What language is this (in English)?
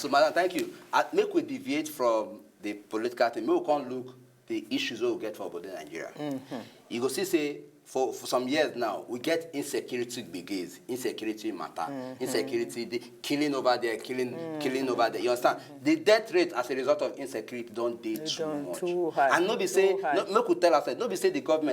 Nigerian Pidgin